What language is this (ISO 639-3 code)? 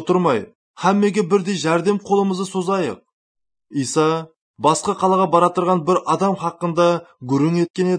kaa